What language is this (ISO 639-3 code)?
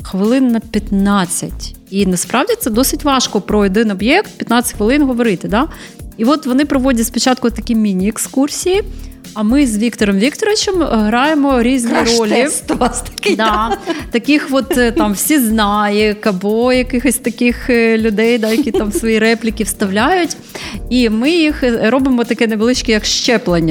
ukr